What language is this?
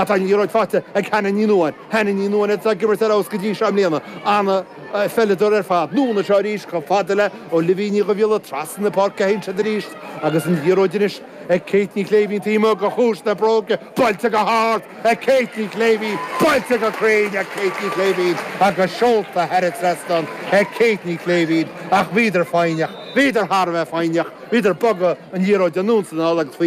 Irish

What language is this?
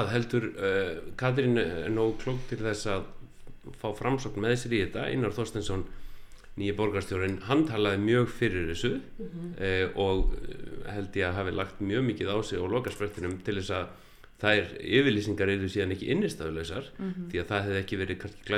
Icelandic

